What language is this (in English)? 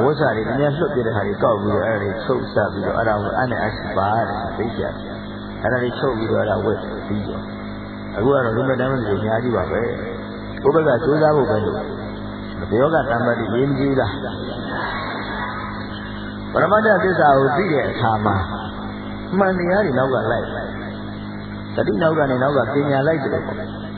Burmese